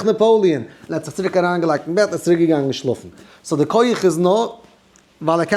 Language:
Yiddish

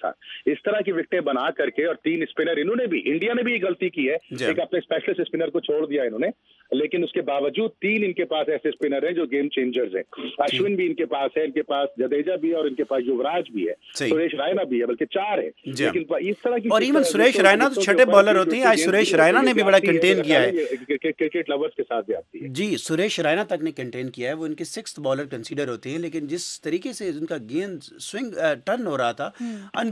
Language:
Urdu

